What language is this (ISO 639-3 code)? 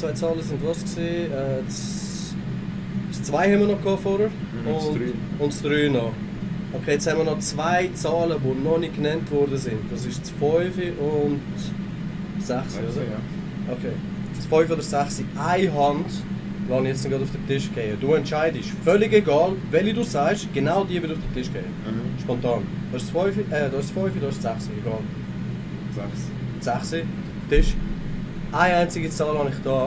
gsw